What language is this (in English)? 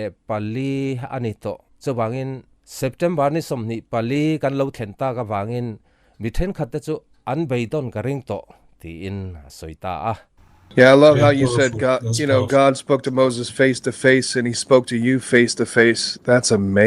Mizo